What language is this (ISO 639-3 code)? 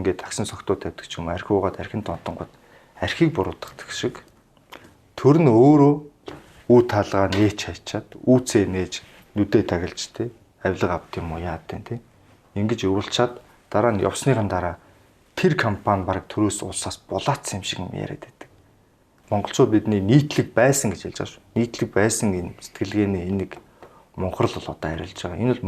mon